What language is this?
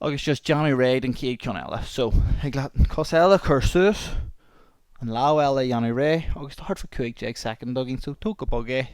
Irish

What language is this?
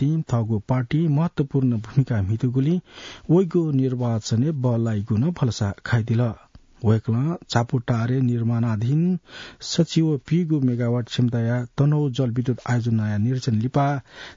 Newari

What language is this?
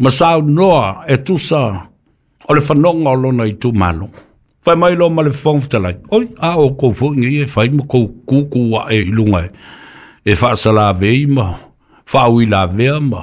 Samoan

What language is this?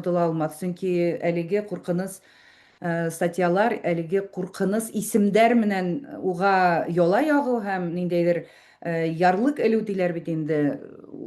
Bashkir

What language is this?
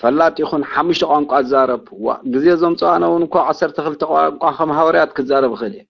Tigrinya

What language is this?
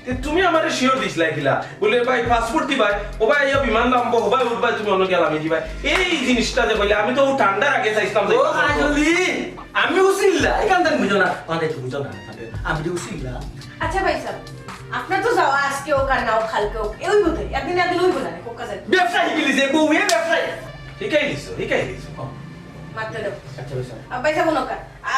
Sylheti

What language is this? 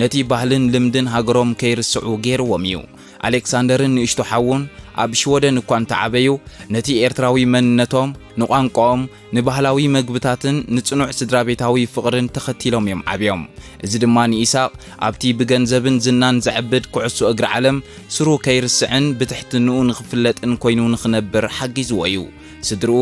Tigrinya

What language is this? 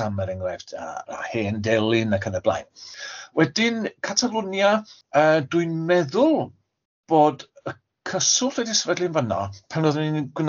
Welsh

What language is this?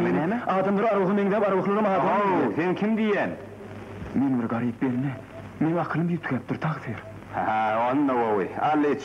Turkmen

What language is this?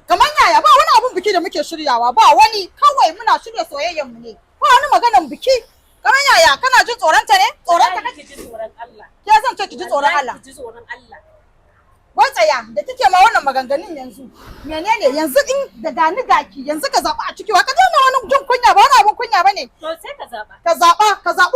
Hausa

